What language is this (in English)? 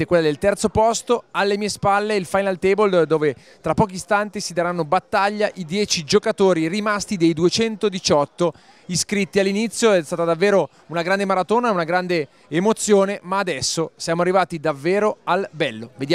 Italian